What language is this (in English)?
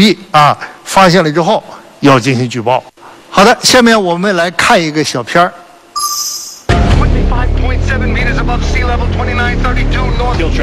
Chinese